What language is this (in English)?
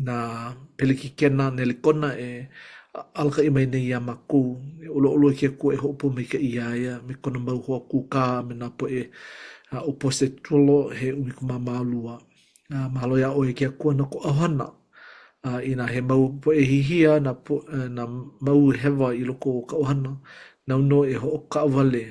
Hawaiian